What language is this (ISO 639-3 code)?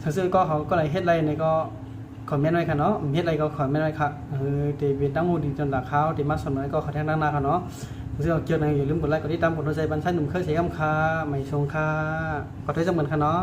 shn